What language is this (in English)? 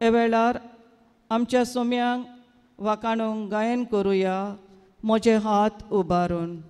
Konkani